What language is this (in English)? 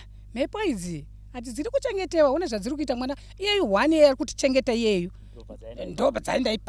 Shona